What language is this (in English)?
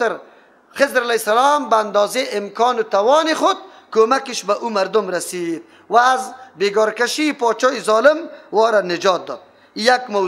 Persian